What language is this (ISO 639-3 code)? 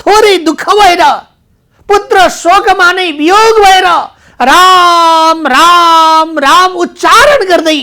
nep